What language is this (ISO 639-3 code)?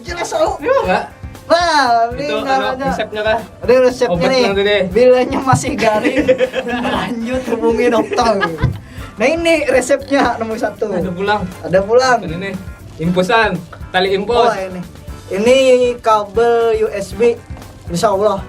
bjn